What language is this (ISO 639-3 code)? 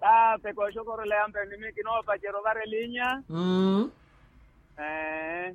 vmw